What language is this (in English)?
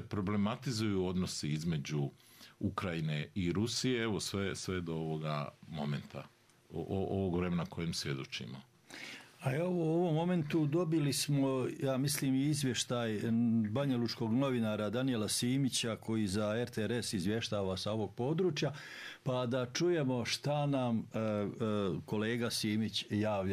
Bosnian